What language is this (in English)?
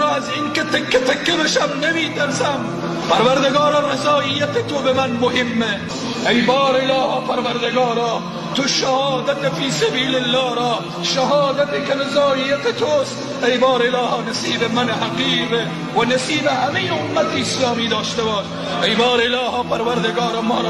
Tajik